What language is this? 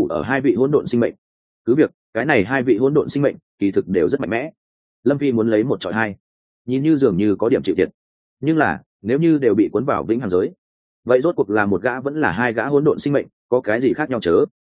Vietnamese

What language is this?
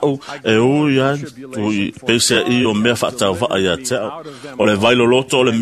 Samoan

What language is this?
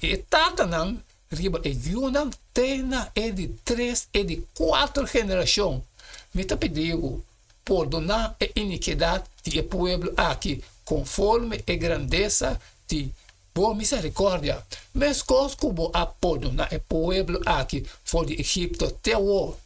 Papiamento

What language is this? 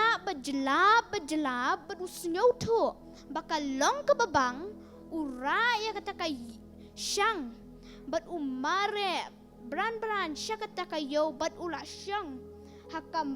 Khasi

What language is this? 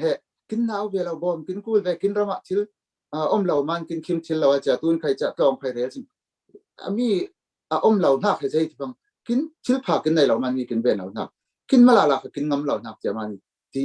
Falam Chin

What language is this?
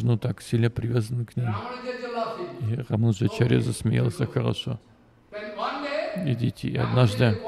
Russian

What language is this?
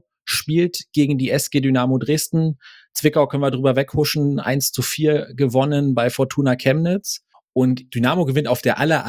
German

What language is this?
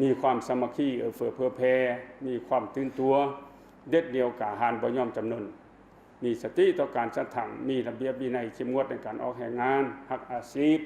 Lao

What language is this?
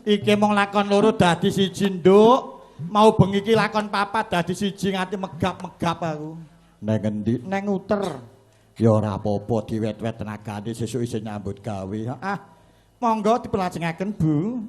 Javanese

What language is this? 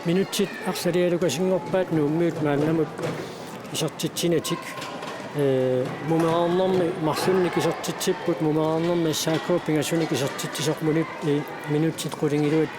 Kalaallisut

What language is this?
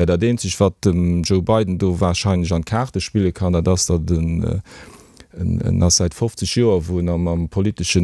Luxembourgish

